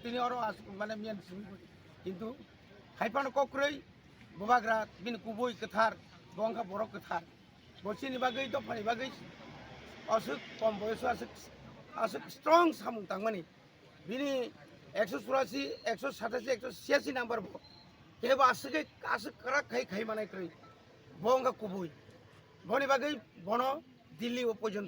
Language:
Kok Borok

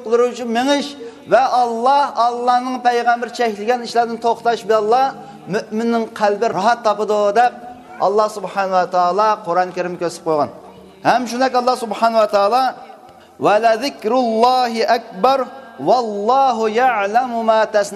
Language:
Uyghur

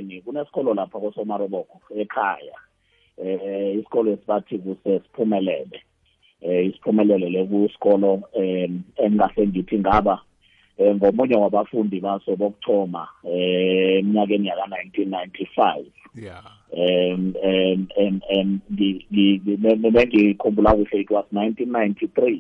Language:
South Ndebele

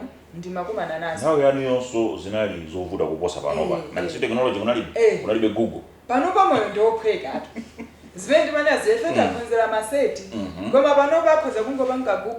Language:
Nyanja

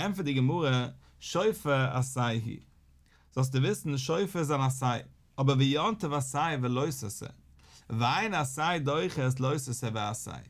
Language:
Yiddish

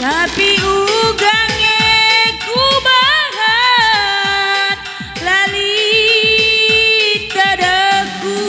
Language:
Batak Karo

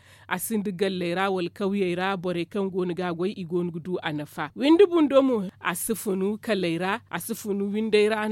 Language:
Zarma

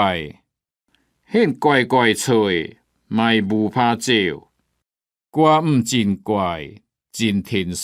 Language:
Hakka Chinese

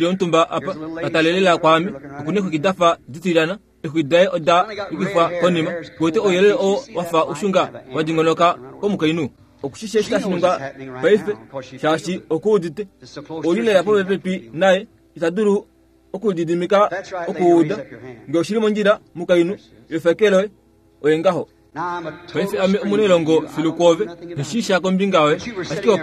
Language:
Kuanyama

